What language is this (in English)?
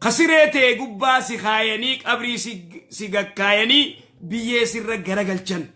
Oromo